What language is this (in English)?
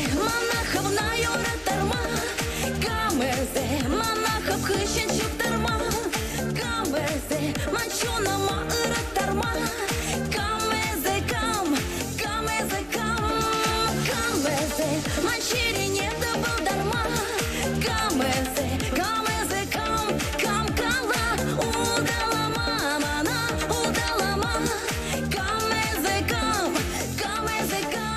Chuvash